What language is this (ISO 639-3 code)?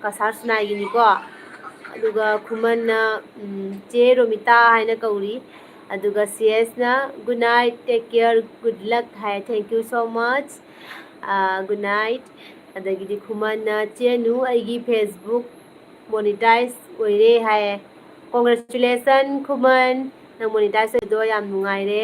mni